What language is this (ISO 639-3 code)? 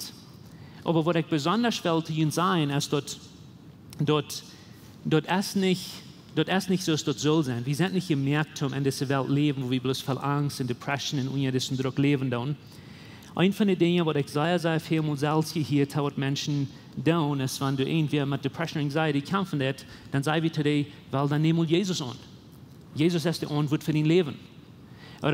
pdt